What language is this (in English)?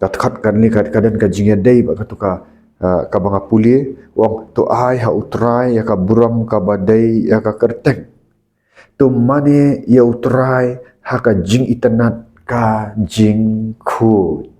Khasi